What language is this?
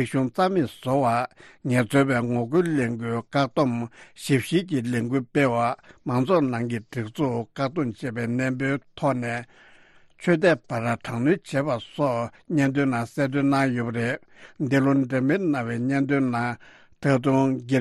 Tibetan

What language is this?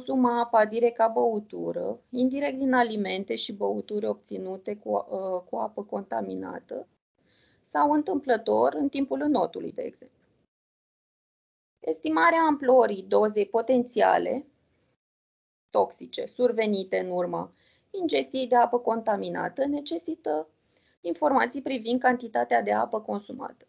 Romanian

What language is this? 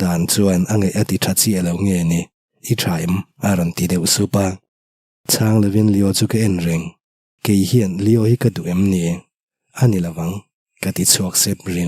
Mizo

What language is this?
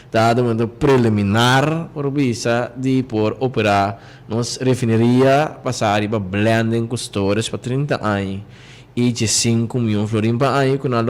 Papiamento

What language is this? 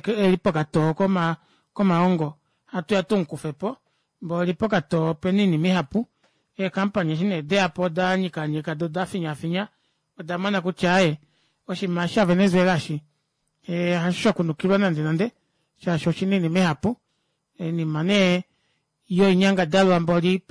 Kuanyama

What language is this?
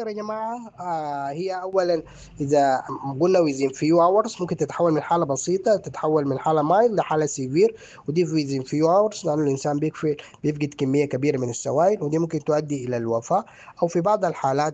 Sudanese Arabic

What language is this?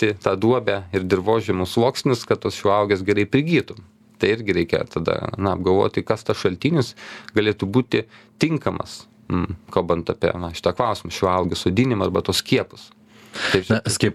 Lithuanian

